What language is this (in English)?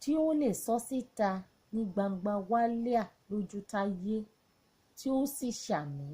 Yoruba